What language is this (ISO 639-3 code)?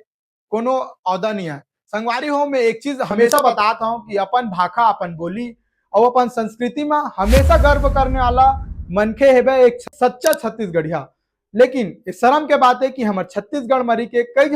hne